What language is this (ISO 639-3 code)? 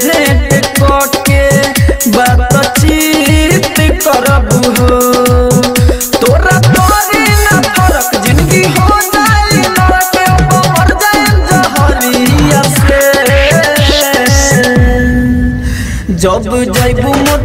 bho